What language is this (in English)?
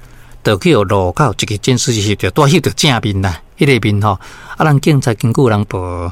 Min Nan Chinese